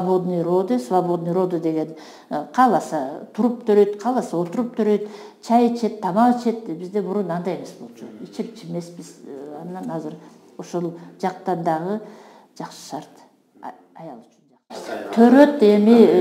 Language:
Kyrgyz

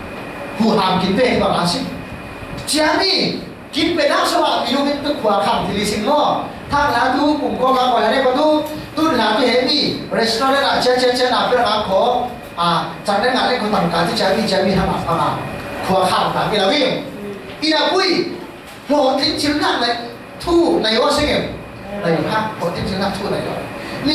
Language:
Falam Chin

